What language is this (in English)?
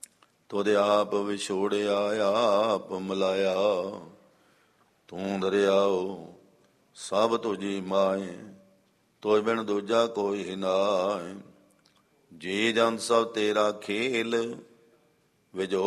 Punjabi